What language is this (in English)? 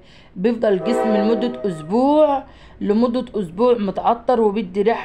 Egyptian Arabic